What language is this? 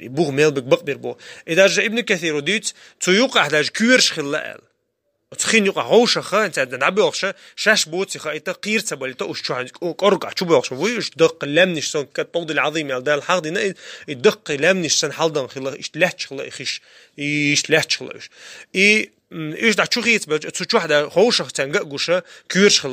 Chechen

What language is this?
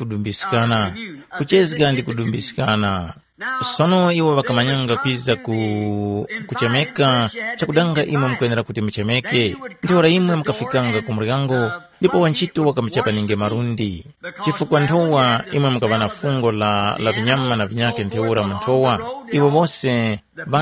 Tumbuka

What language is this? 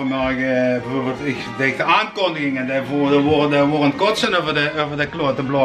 Limburgish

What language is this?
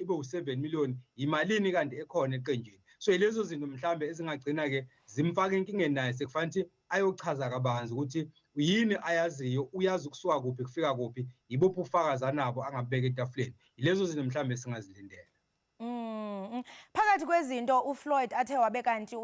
Zulu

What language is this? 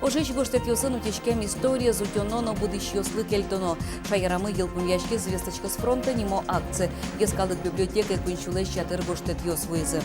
Udmurt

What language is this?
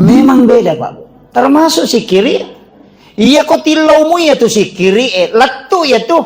Buginese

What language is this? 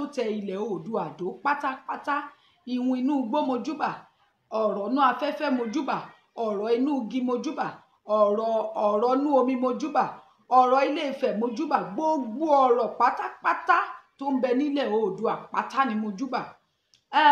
Yoruba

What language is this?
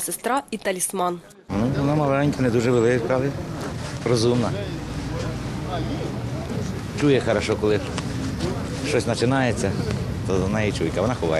Ukrainian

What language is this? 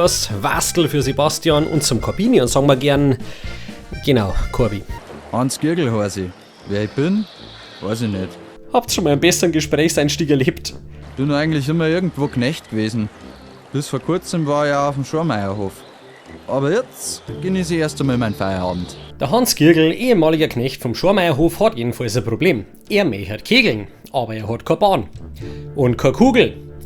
Bavarian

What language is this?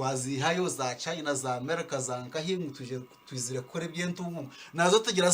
Nyankole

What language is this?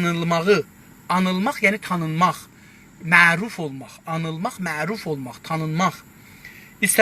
South Azerbaijani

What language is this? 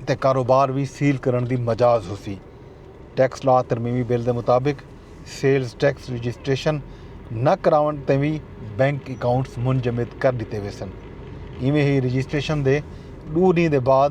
Saraiki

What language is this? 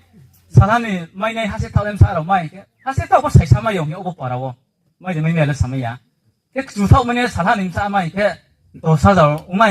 Riang (India)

